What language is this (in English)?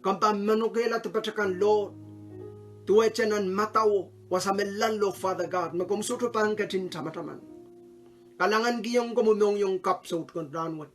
Pohnpeian